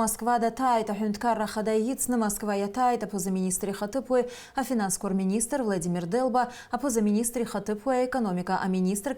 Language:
Abkhazian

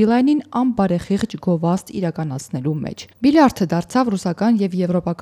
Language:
Armenian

